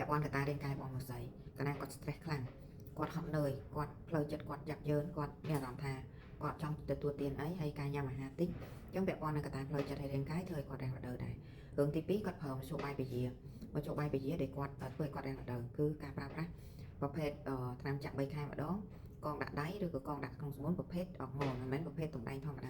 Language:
Khmer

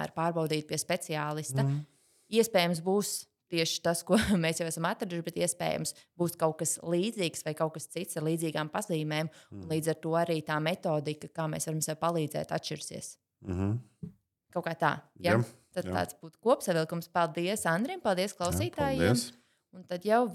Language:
Latvian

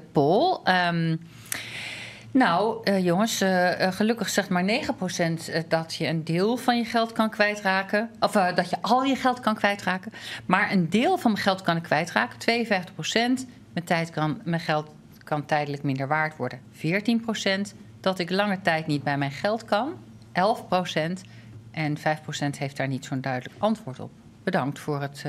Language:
Dutch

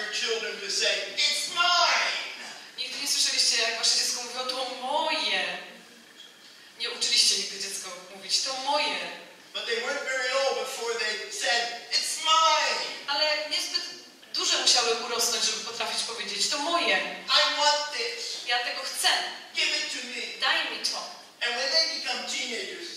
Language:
Polish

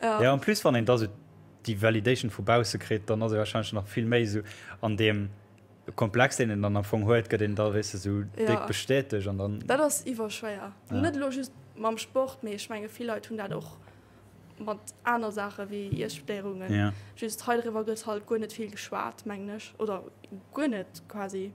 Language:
Luxembourgish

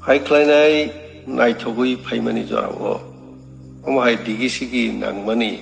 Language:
Kok Borok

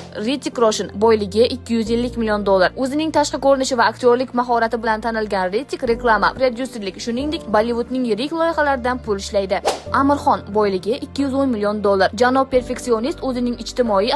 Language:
Uzbek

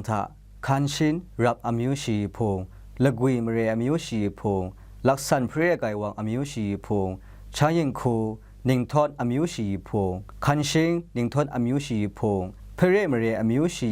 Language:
Kachin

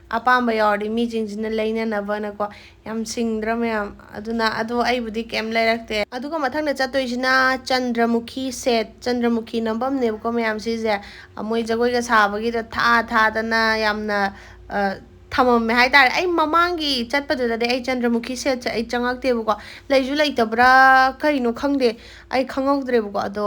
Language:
Manipuri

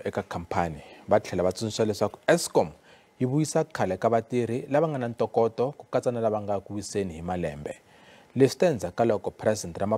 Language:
Tsonga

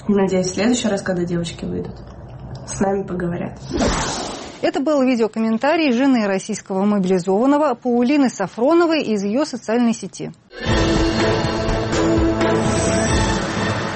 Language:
Russian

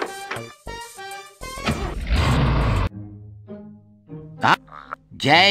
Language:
Czech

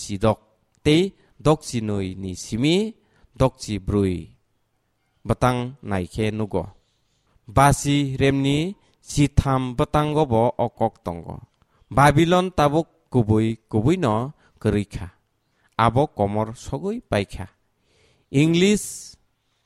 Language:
Kok Borok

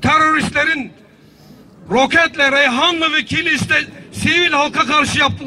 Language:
Turkish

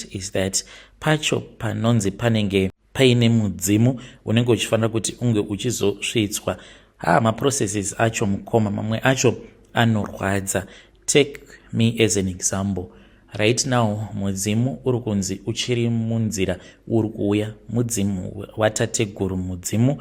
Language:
Shona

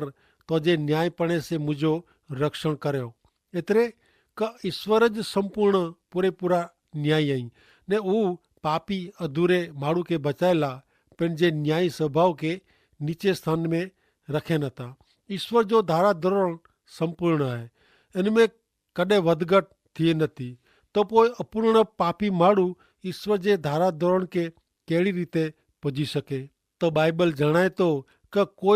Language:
Kachhi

